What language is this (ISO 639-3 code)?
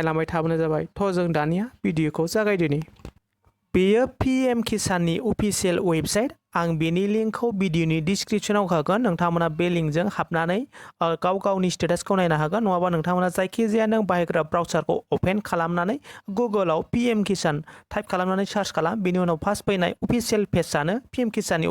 brx